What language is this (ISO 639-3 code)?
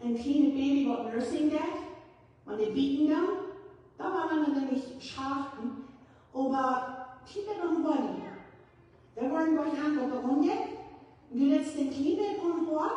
pdt